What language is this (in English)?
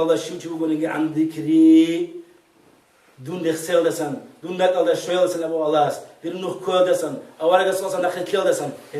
Avaric